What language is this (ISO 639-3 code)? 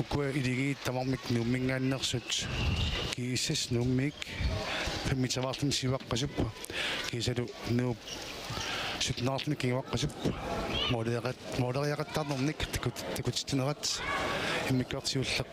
kal